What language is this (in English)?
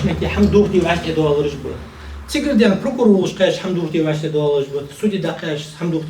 Ingush